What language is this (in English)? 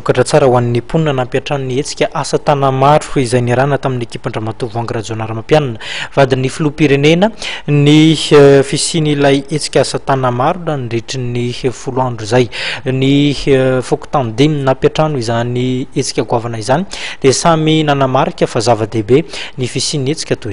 Malagasy